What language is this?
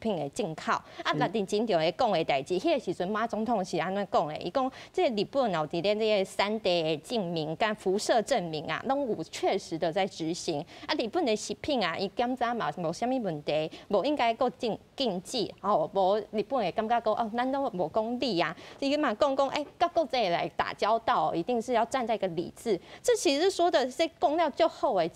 Min Nan Chinese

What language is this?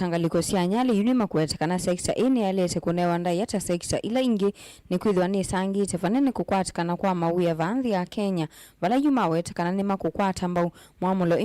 Kamba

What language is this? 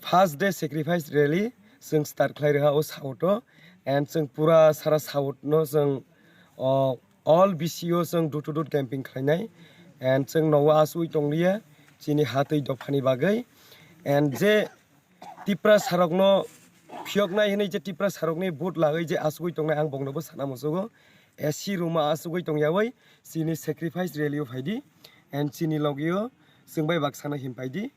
Kok Borok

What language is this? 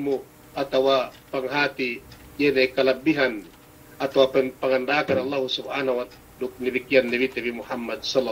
Yakan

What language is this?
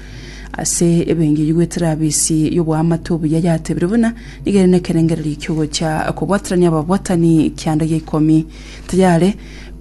Gusii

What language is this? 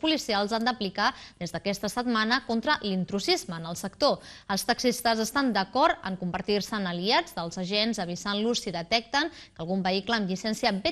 Catalan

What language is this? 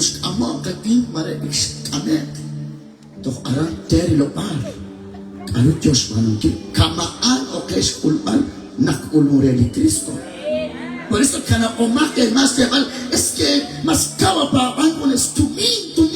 Kekchí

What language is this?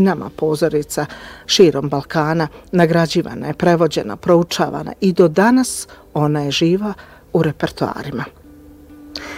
Bosnian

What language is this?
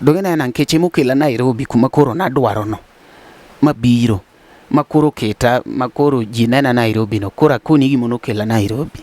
Luo (Kenya and Tanzania)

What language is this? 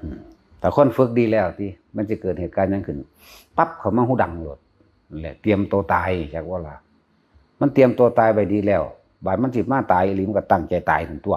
Northeastern Thai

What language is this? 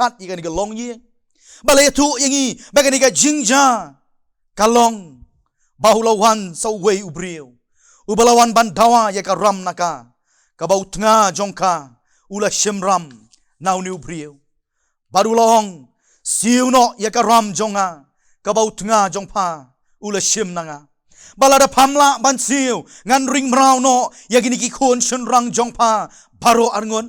Khasi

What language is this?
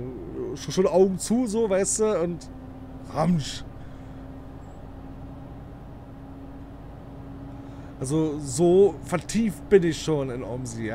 German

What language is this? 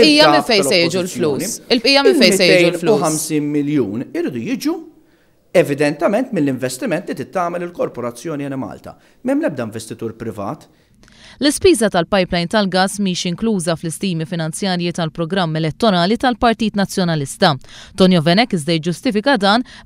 Maltese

